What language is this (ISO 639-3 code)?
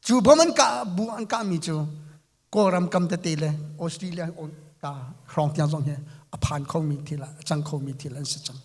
cnh